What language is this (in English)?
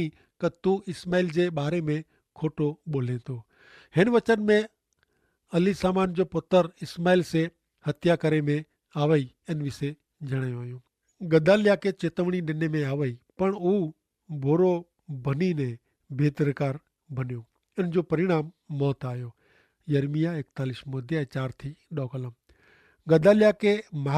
Kachhi